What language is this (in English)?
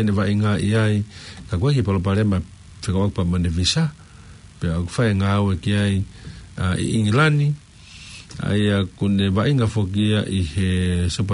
Tongan